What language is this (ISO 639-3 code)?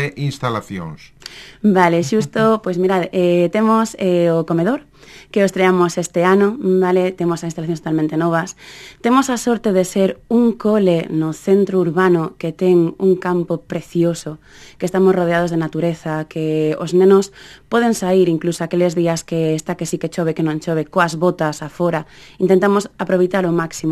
glg